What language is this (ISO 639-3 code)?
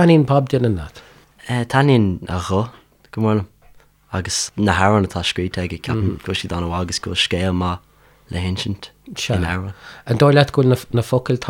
gle